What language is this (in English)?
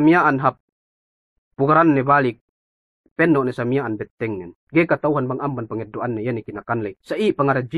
Yakan